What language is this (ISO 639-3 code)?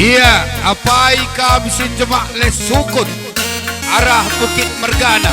btx